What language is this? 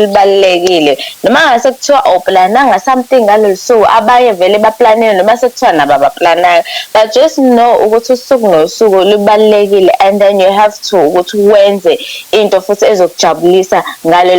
Zulu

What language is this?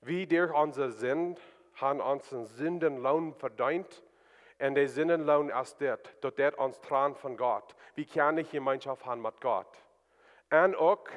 Plautdietsch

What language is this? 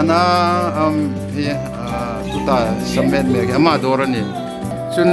Hmar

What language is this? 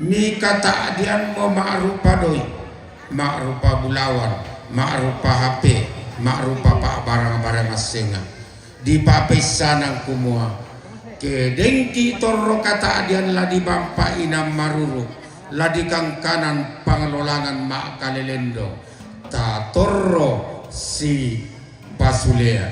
Toraja-Sa'dan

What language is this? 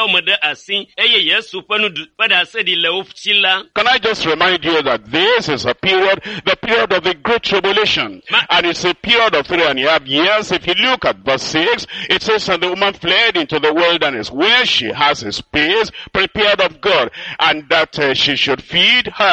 Ewe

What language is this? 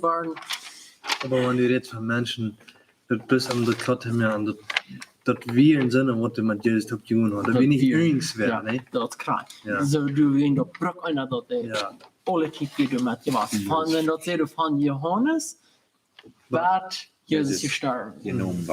Plautdietsch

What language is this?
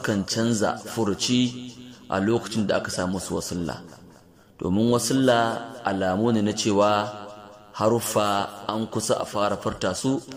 Hausa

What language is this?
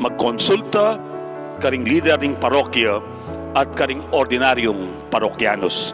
Pampanga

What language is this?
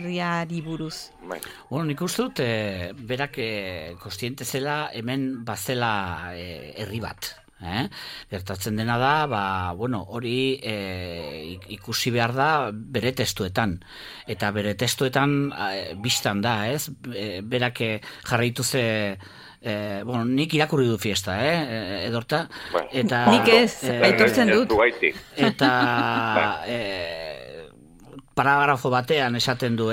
Basque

